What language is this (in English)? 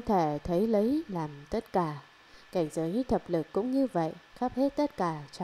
Vietnamese